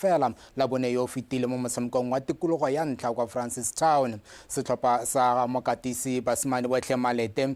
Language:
Tswana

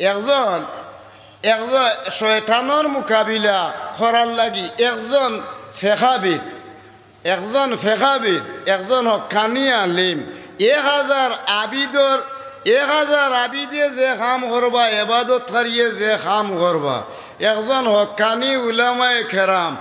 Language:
Sylheti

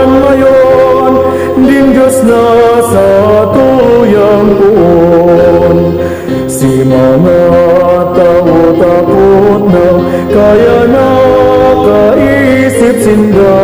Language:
Bikol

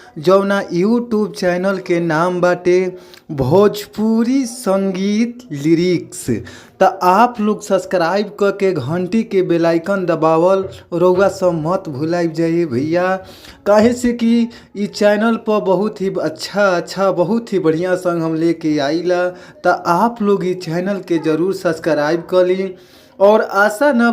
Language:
Bhojpuri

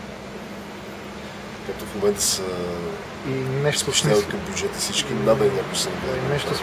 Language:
Bulgarian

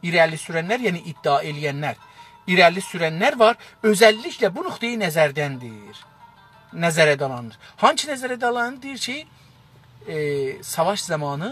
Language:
South Azerbaijani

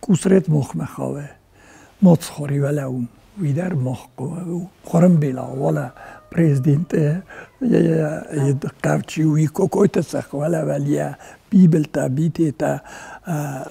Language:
Ossetic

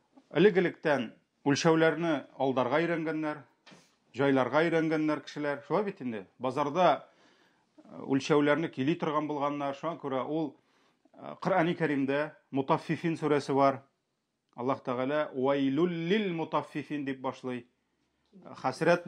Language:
Tatar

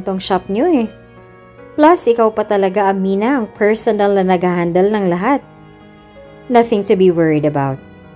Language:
Filipino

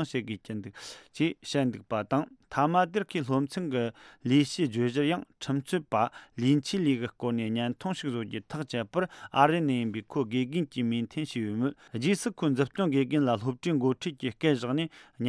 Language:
Tibetan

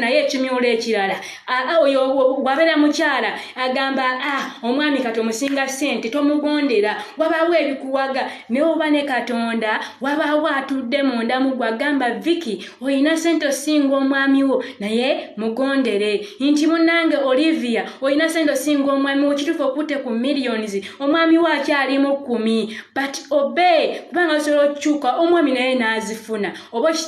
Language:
Ganda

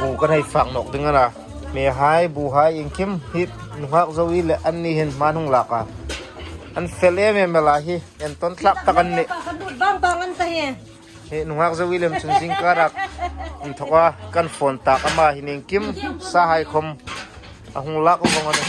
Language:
Hmar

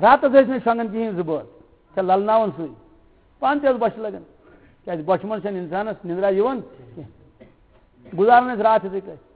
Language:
Kashmiri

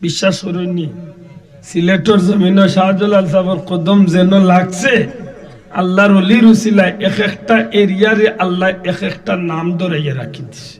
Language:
Sylheti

